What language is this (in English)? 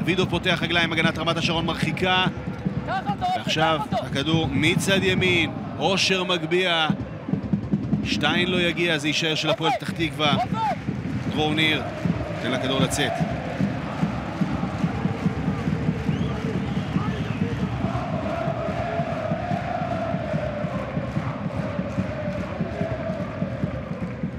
Hebrew